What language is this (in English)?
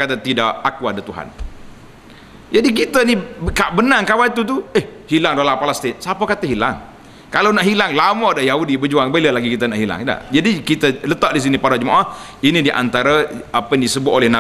Malay